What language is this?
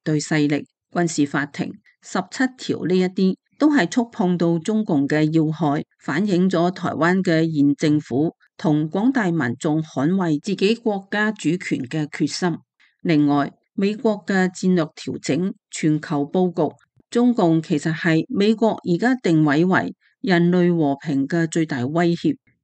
Cantonese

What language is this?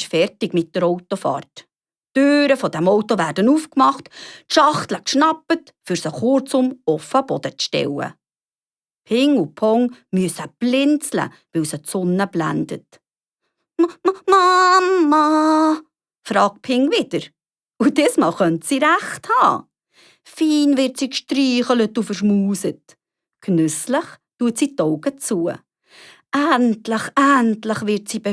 Swiss German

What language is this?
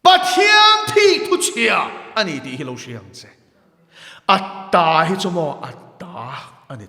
Mizo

